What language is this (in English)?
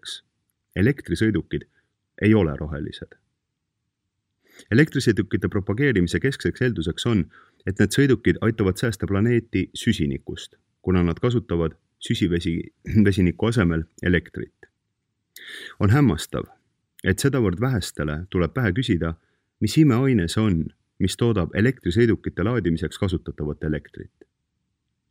Estonian